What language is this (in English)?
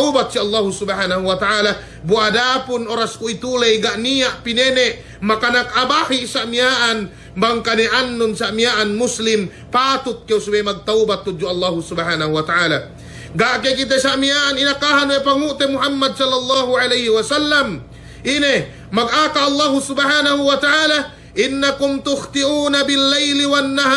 Yakan